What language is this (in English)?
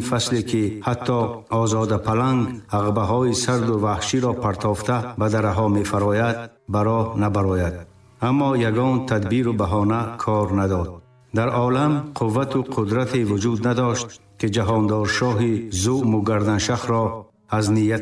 Tajik